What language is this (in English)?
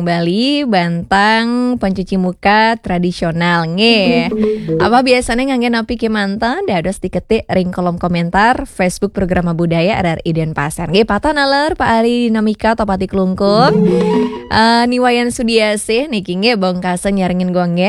Balinese